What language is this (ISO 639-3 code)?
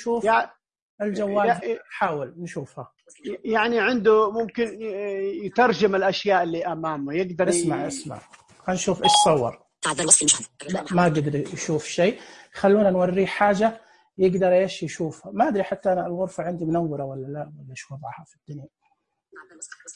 ars